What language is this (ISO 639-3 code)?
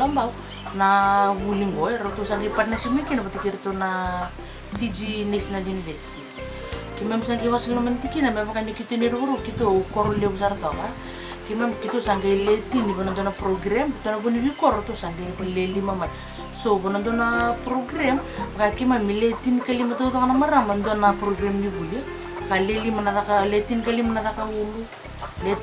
fij